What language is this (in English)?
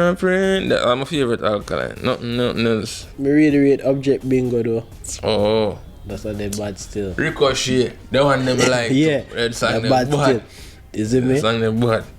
Jamaican Creole English